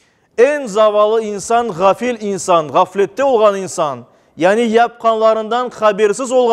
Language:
Crimean Tatar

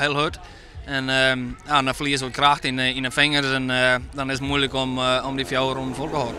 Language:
Western Frisian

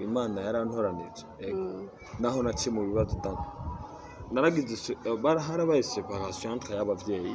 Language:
Rundi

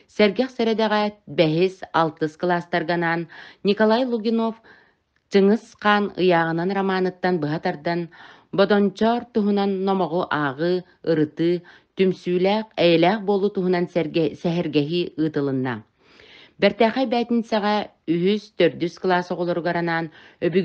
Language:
Yakut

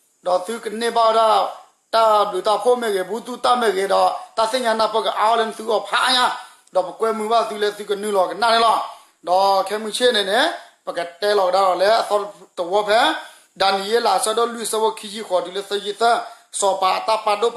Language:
S'gaw Karen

